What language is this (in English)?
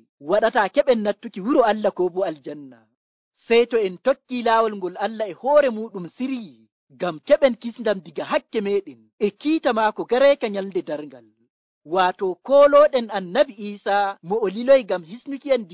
Nigerian Fulfulde